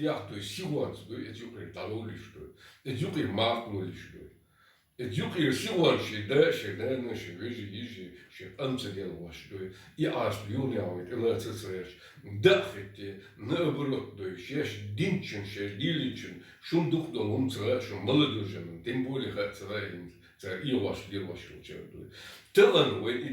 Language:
Chechen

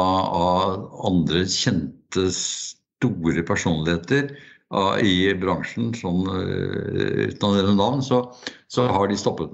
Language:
Norwegian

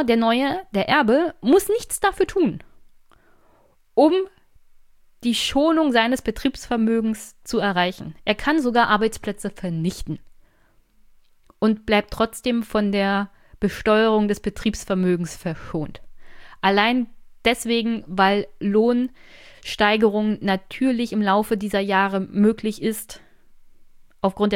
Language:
German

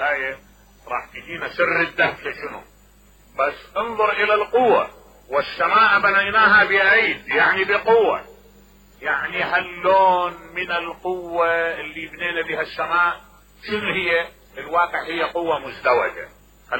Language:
Mesopotamian Arabic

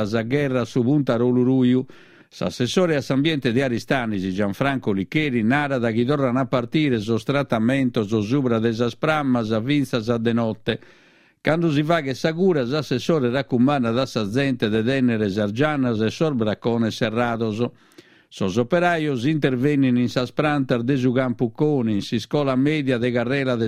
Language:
Sardinian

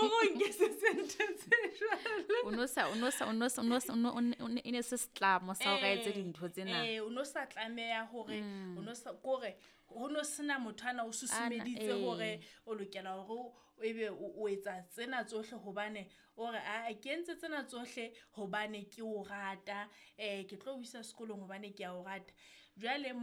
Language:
Southern Sotho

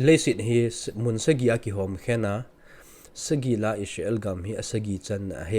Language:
Thado Chin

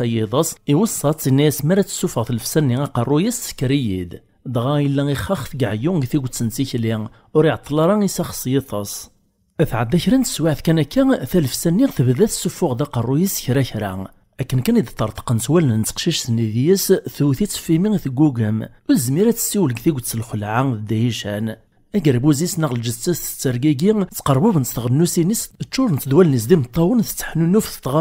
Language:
Kabyle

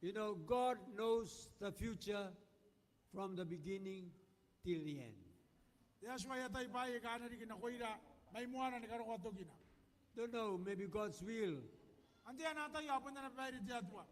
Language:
Gilbertese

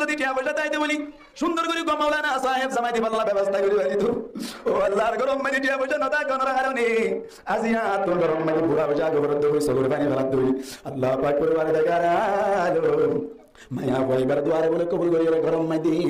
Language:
Rohingya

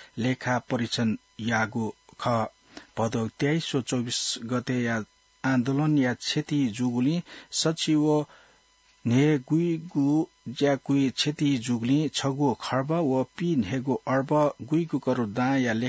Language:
Newari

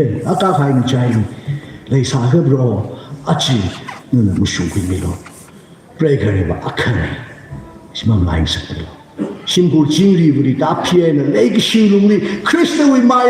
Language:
Tangkhul Naga (India)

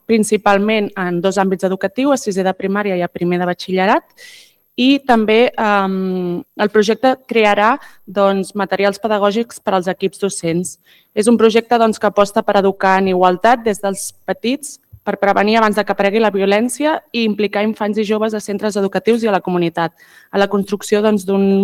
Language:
Catalan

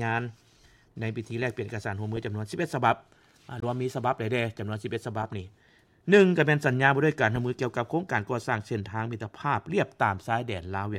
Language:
Lao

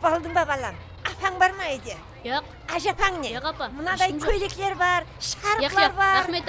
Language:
Kara-Kalpak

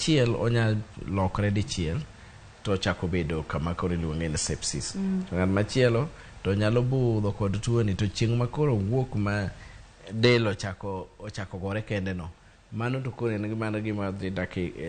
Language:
Luo (Kenya and Tanzania)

